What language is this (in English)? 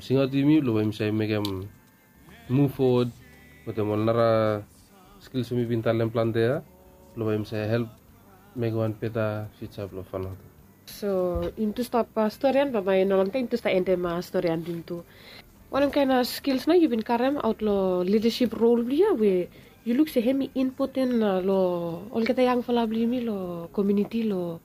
Bislama